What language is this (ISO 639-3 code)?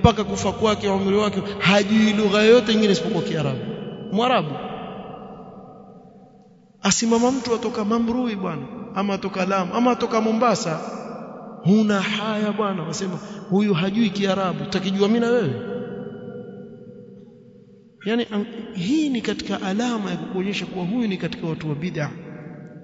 swa